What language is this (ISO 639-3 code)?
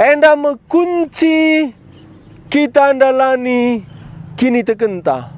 btx